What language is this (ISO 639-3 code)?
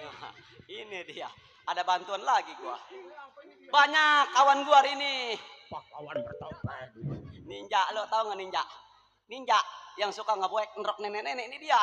bew